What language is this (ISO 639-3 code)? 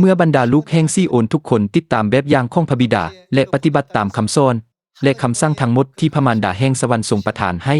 lao